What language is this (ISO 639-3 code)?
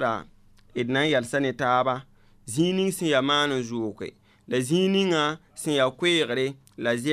mos